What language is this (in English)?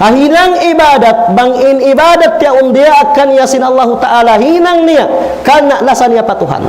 Tausug